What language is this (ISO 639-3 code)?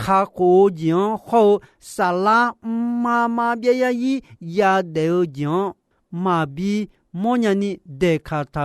ahk